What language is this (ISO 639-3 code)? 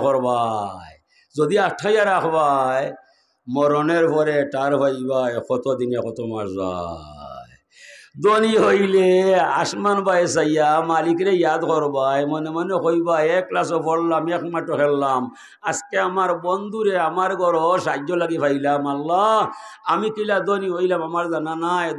syl